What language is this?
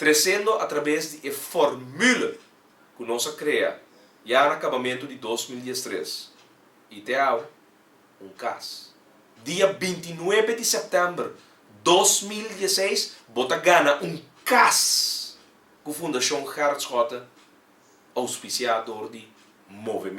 Papiamento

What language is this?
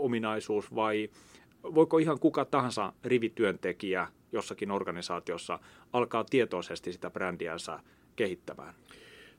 Finnish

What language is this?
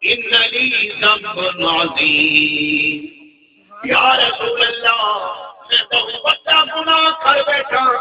Saraiki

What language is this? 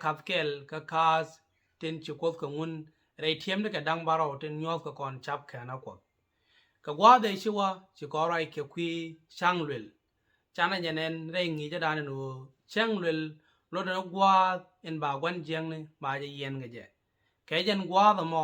Nuer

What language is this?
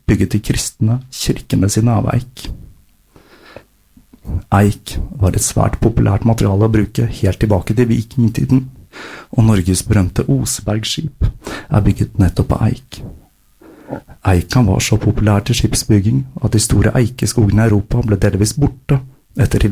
Norwegian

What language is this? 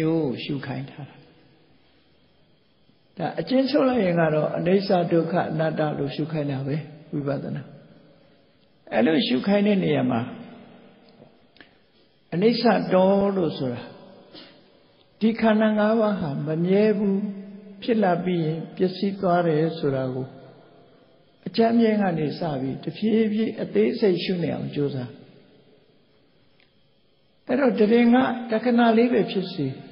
Burmese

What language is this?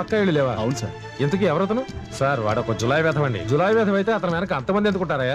Telugu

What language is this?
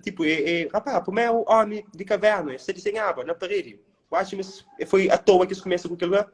Kabuverdianu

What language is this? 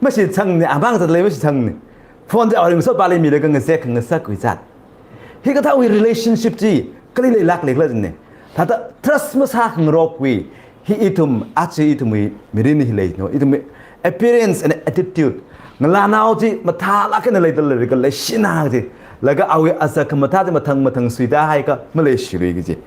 Tangkhul Naga (India)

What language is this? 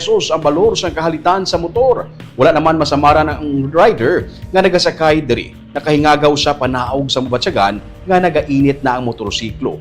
Hiligaynon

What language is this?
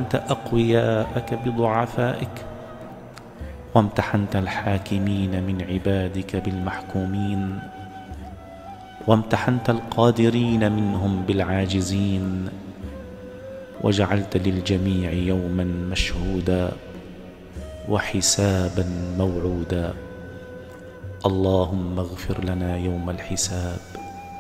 Arabic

